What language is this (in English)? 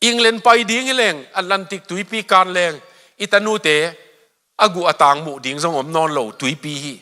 Tedim Chin